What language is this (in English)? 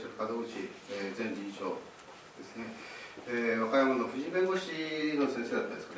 Japanese